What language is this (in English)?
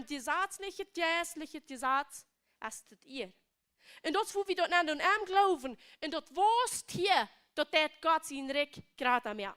Plautdietsch